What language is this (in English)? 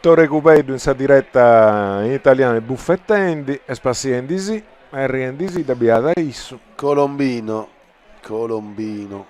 Sardinian